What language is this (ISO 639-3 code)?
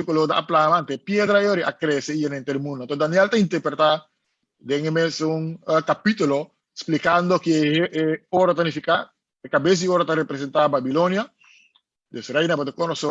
pap